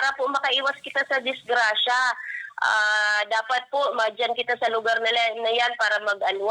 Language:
Bikol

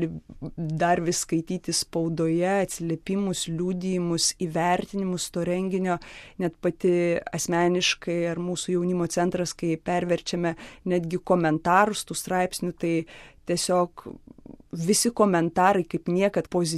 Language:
Lithuanian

